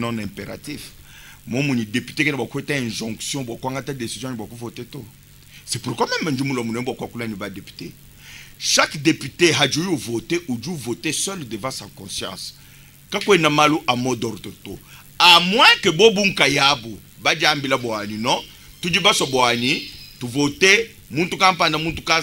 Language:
Luba-Lulua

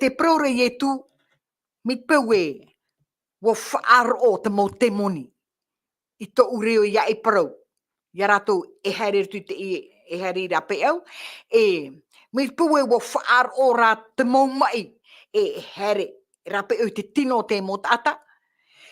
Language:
Tahitian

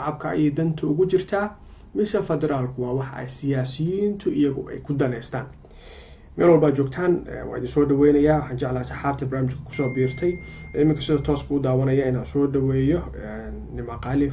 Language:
Somali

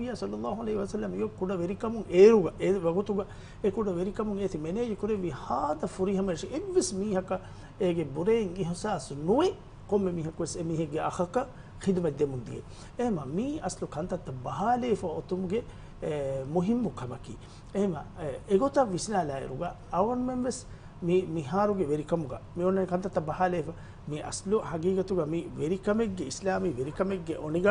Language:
Divehi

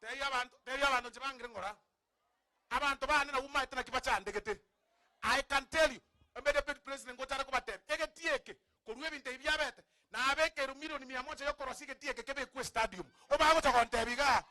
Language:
Gusii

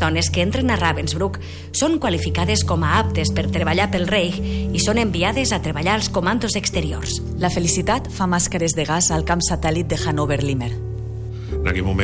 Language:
Catalan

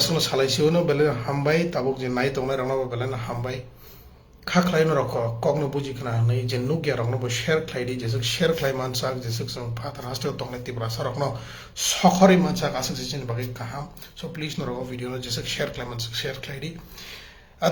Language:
Kok Borok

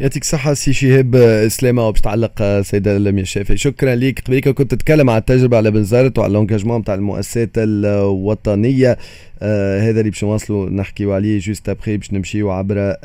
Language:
Tunisian Arabic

